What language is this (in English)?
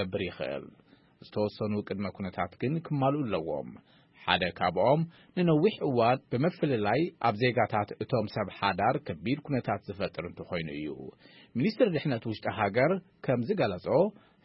Tigrinya